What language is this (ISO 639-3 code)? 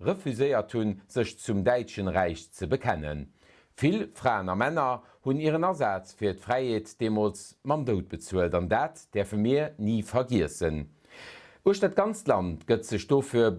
ltz